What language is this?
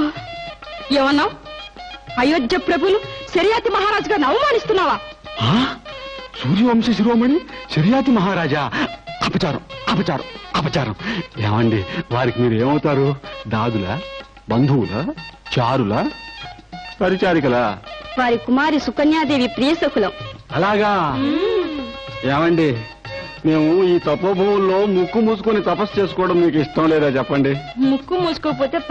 Telugu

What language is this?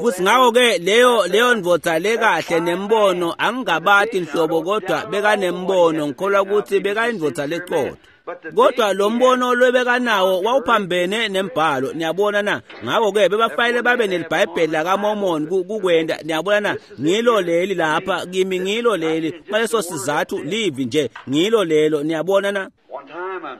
Swati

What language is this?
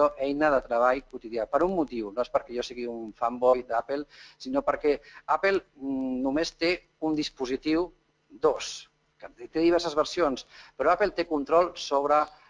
Catalan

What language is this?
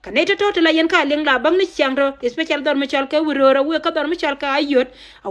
Nuer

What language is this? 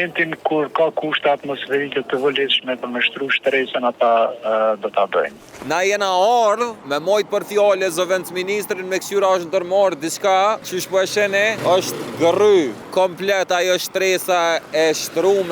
Albanian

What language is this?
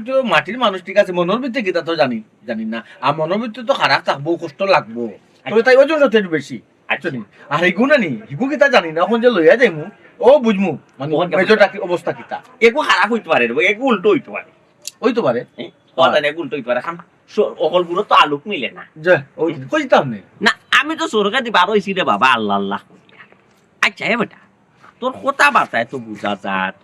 Sylheti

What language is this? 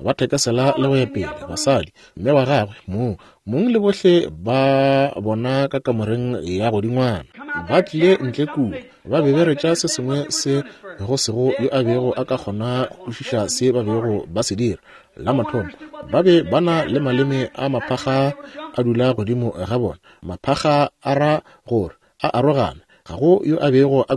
Northern Sotho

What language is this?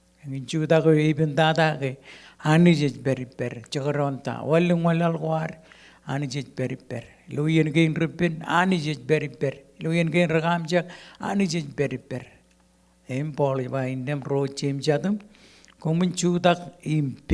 Marshallese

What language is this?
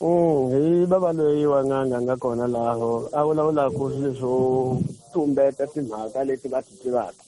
Tsonga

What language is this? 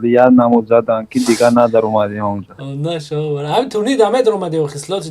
Tajik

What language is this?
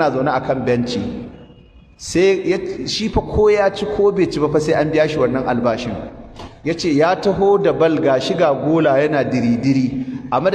Hausa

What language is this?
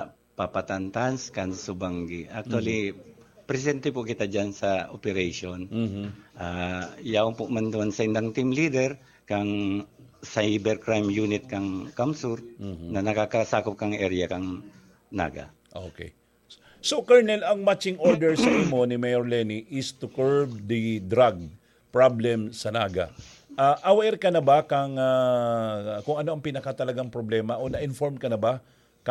Bikol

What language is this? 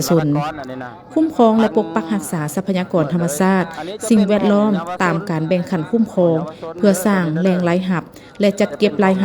Lao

